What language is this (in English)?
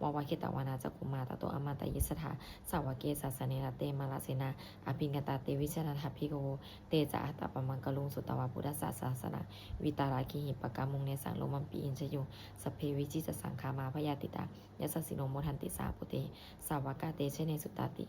Pali